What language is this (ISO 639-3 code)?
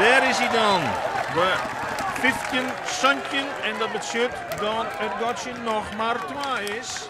fry